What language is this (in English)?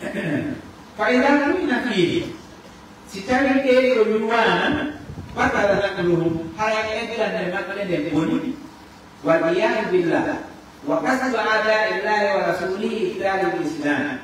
Fula